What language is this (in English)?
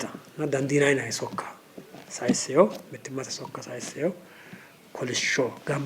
Sidamo